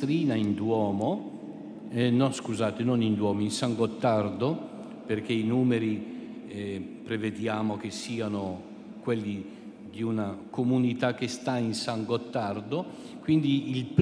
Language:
Italian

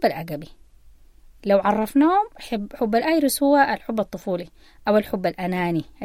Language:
Sudanese Arabic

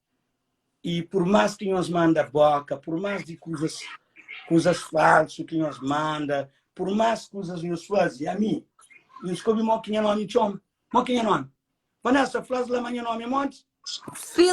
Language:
Kabuverdianu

